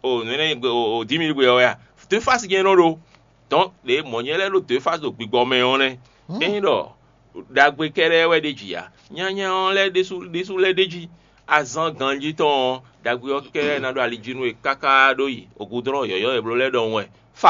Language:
Fon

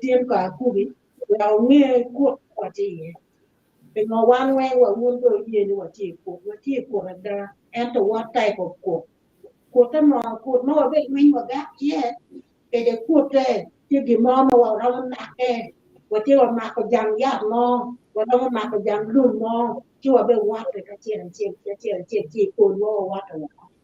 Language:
Acoli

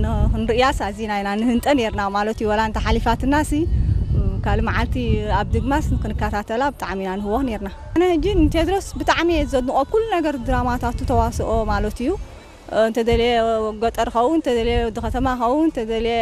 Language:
Tigrinya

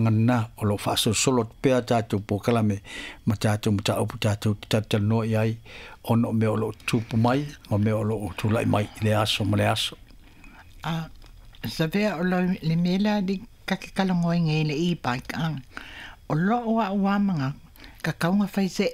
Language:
Samoan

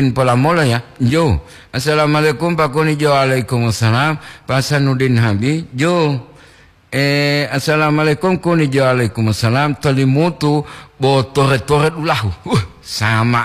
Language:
Gorontalo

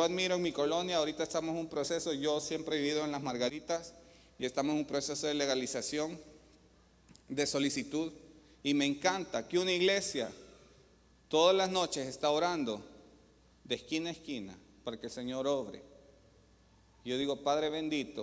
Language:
Spanish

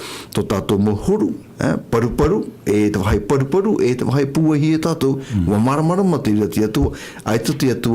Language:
Tahitian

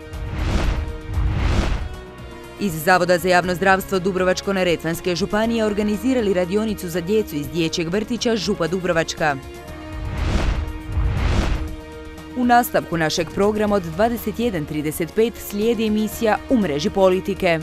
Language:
Croatian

